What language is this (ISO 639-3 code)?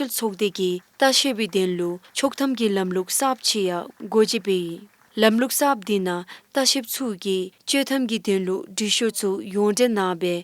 dzo